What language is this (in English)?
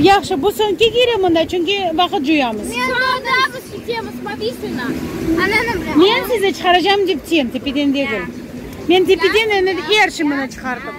Crimean Tatar